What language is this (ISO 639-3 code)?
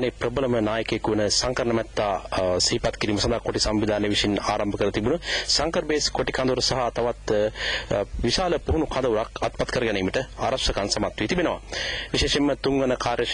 sin